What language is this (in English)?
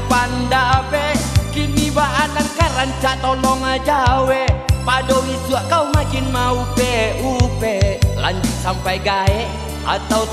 Minangkabau